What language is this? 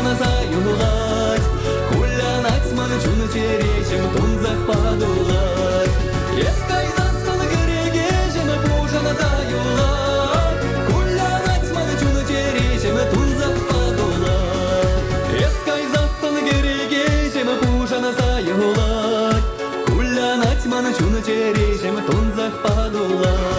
Chuvash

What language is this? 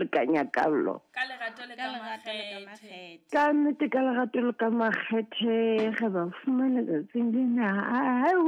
Southern Sotho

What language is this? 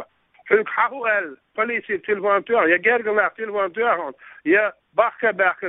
Chechen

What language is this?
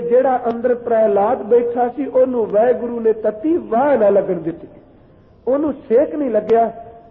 Punjabi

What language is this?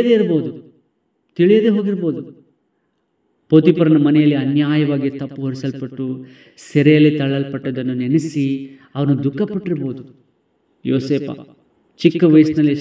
Kannada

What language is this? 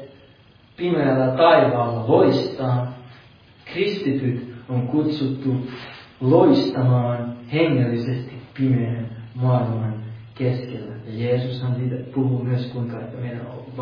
Finnish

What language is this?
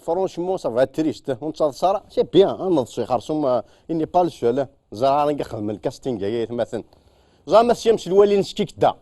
Kabyle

